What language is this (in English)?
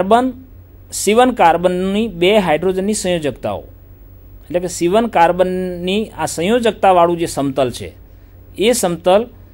Gujarati